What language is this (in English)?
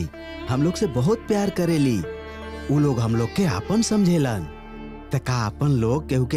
Bhojpuri